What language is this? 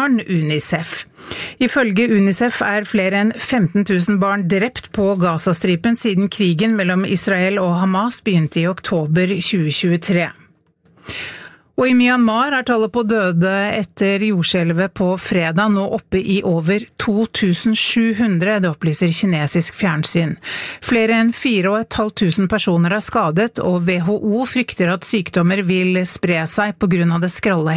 Norwegian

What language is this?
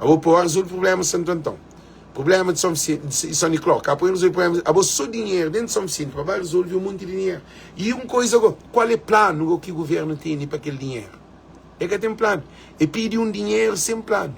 Kabuverdianu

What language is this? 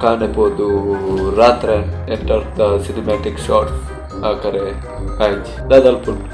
Tulu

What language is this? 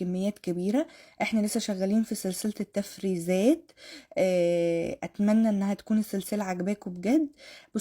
Egyptian Arabic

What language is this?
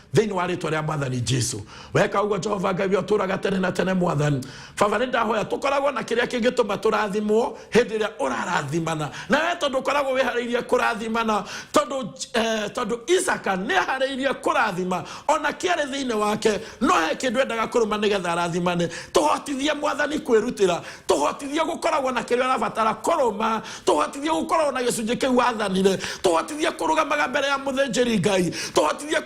Kikuyu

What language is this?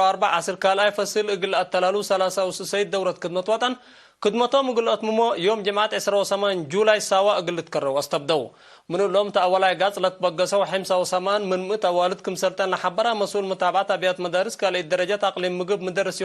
Tigre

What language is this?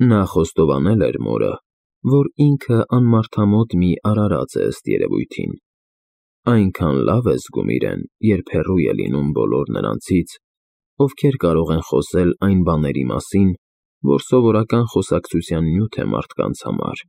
Armenian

